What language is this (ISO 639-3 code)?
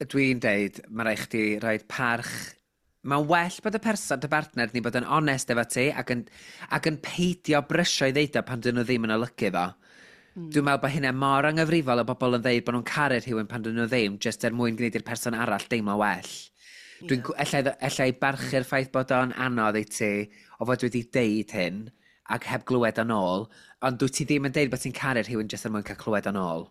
cym